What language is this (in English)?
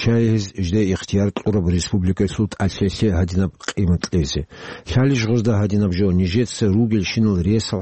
Avaric